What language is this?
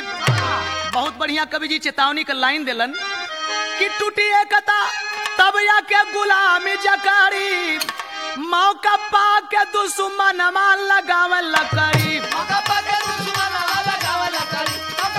Bhojpuri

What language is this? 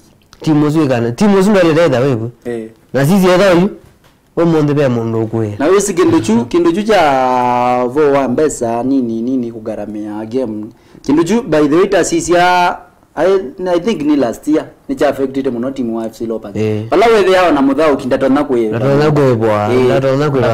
Kamba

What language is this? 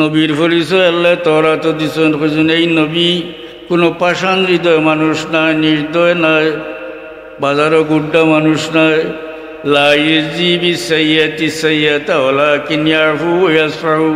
Sylheti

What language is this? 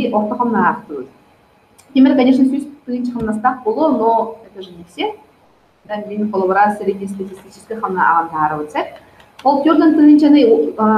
Yakut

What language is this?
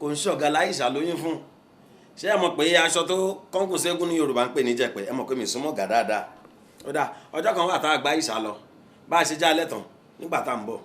Yoruba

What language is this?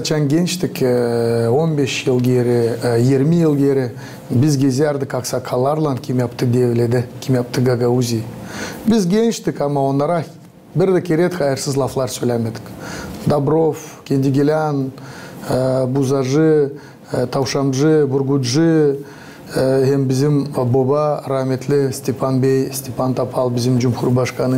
Gagauz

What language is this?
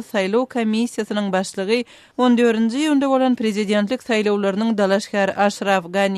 Turkmen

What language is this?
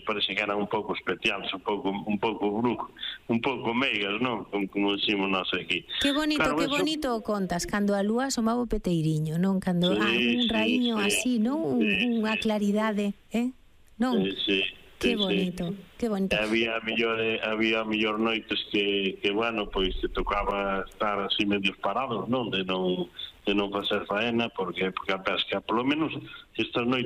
Galician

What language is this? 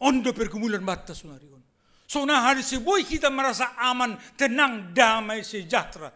Batak Simalungun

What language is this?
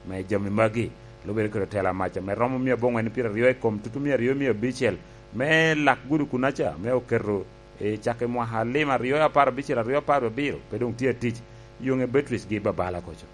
Lango (Uganda)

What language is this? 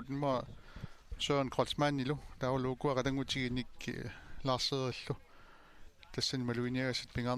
Kalaallisut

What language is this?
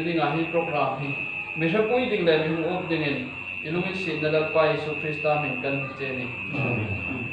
Hmar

